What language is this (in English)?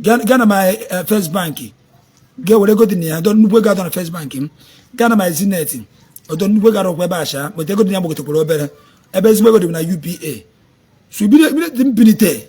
Igbo